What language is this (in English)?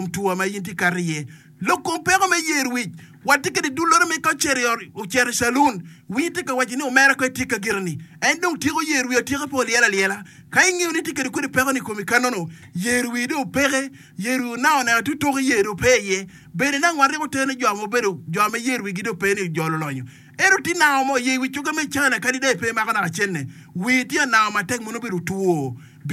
Acoli